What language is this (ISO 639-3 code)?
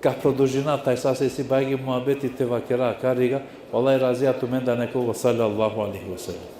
rmn